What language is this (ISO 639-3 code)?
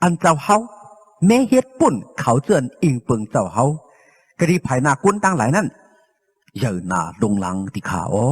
shn